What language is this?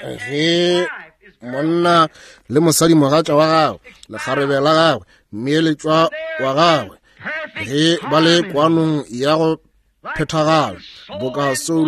Northern Sotho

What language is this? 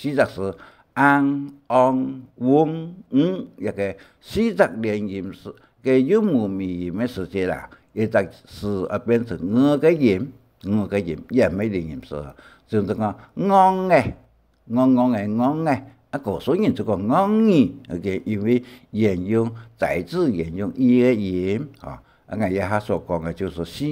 Hakka Chinese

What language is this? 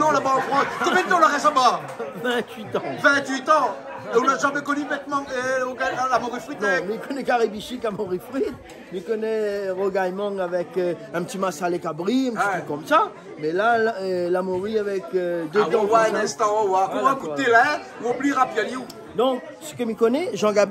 Réunion Creole French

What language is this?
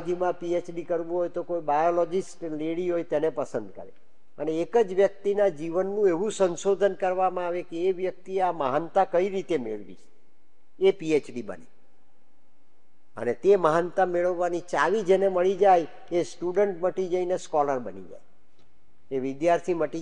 Gujarati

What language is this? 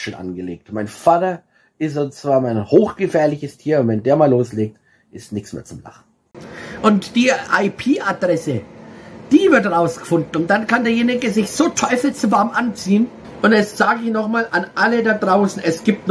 German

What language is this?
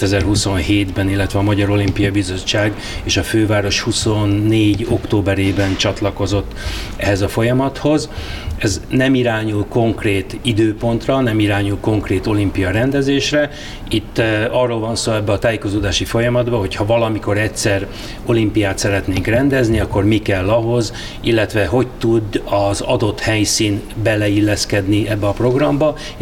Hungarian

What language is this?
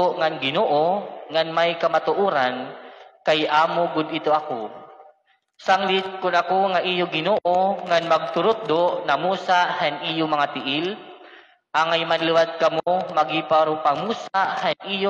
Waray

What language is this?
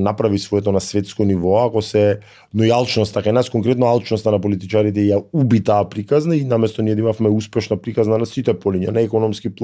Macedonian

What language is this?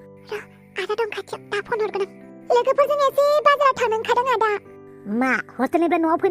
Bodo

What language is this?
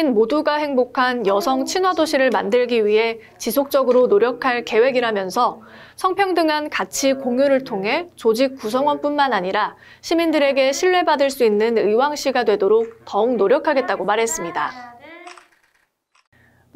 Korean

